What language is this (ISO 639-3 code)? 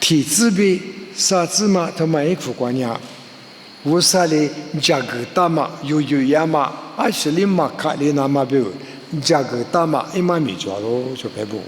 lis